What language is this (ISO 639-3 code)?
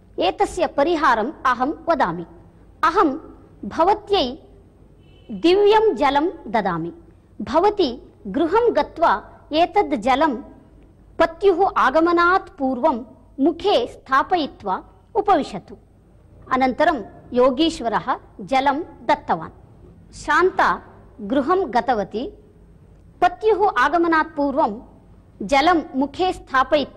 san